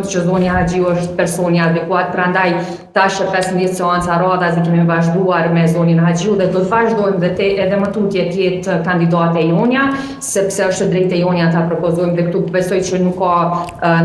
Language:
Albanian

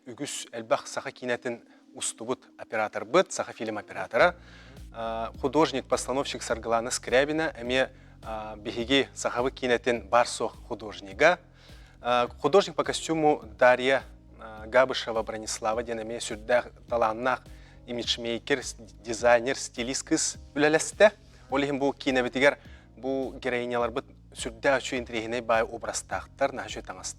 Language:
Yakut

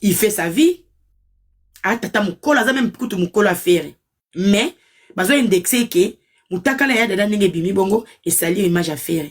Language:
Lingala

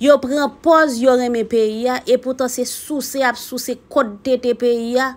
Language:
Haitian Creole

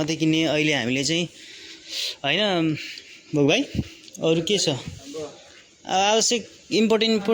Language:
Nepali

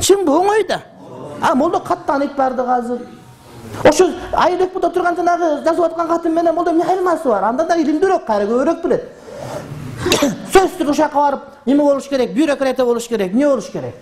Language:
Kyrgyz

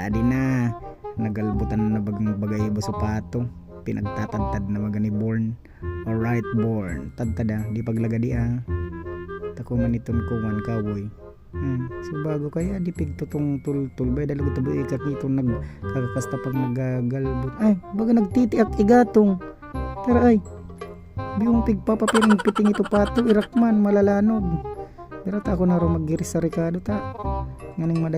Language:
Bikol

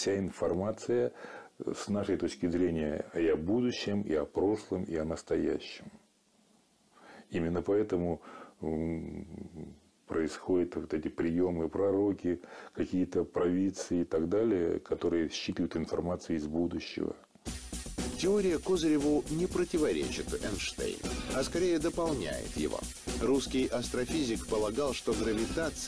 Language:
Russian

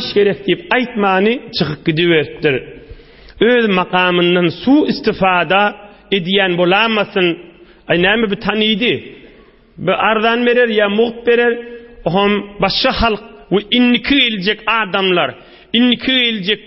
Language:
Turkmen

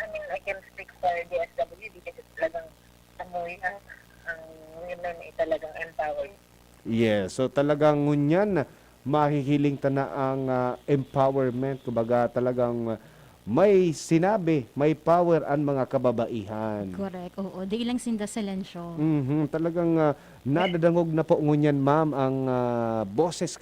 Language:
Bikol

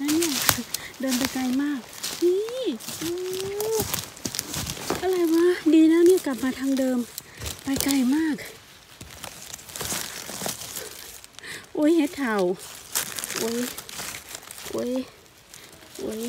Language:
Thai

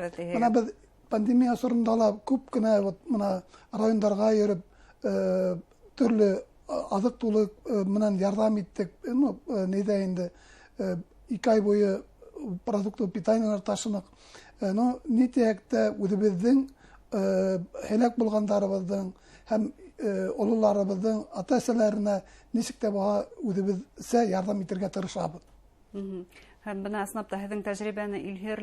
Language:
Bashkir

